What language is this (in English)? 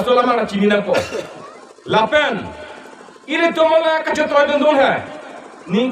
Karbi